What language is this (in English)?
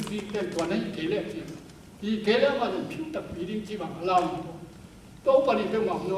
Tedim Chin